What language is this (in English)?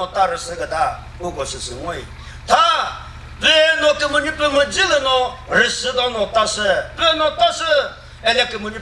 Chokri Naga